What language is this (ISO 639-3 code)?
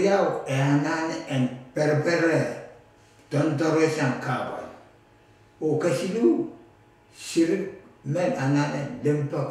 pon